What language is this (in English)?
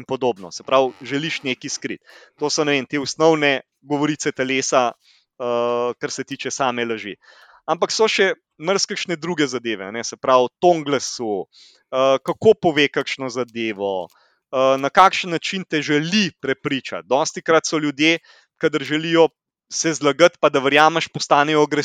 Slovenian